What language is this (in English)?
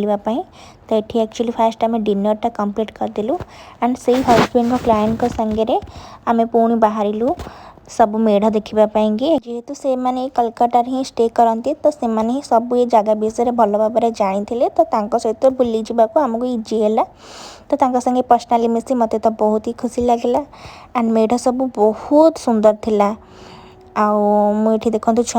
Odia